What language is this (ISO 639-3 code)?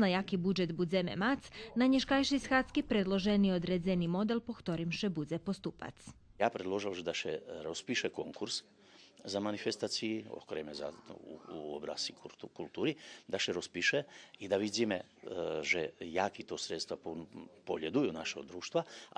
rue